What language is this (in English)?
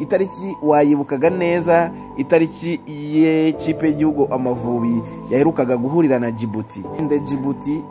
Kinyarwanda